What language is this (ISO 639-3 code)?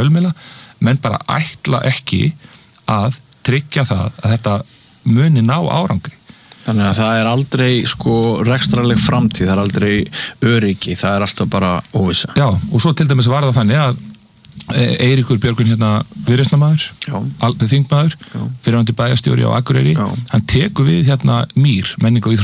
isl